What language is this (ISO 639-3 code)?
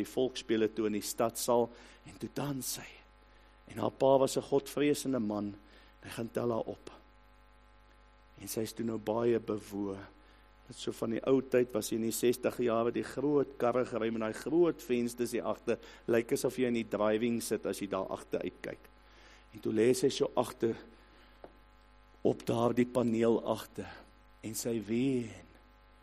afr